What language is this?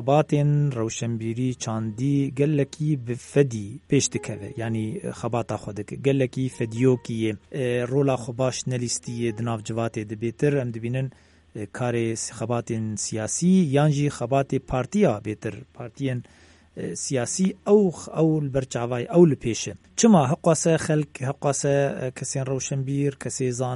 Kurdish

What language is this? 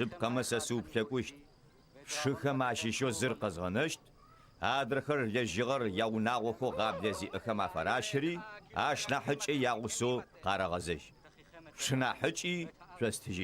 Adyghe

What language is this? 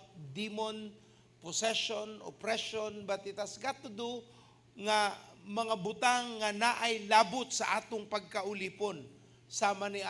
Cebuano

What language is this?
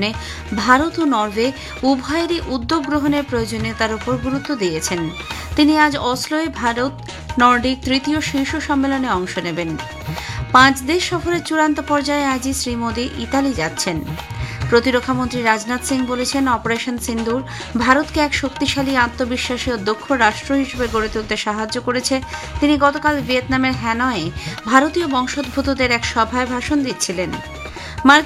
Bangla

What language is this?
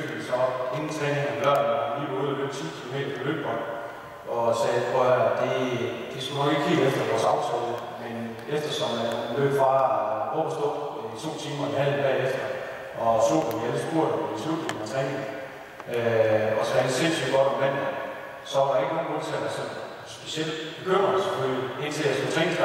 Danish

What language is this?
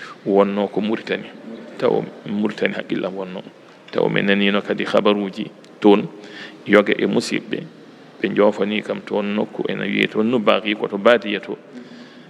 Fula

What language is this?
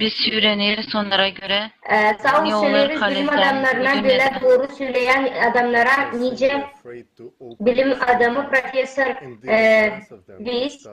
Gagauz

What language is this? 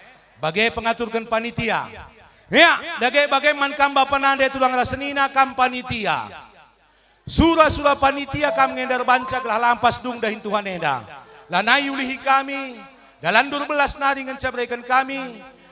Batak Karo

